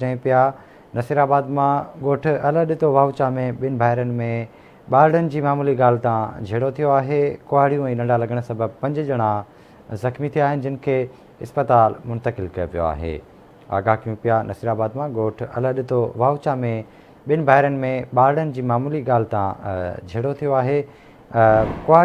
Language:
Sindhi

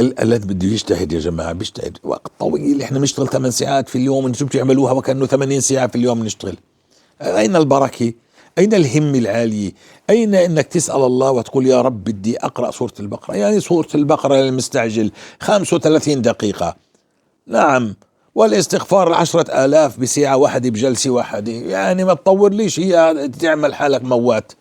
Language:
North Levantine Arabic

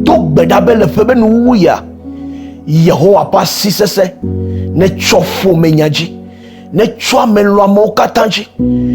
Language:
Ewe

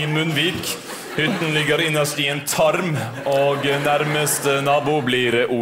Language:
Norwegian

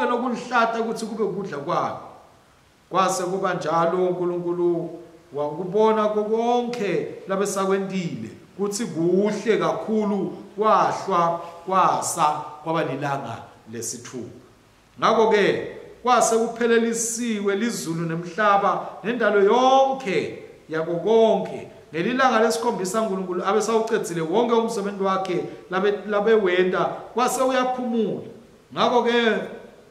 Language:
Swati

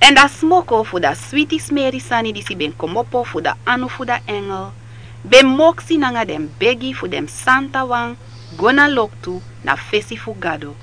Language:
Sranan Tongo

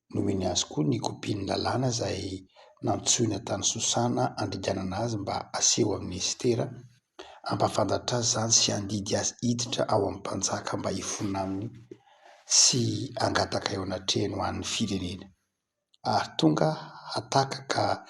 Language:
Malagasy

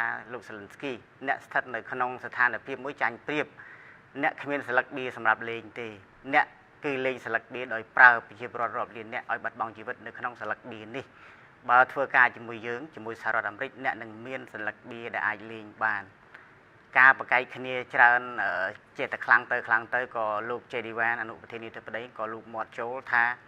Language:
Khmer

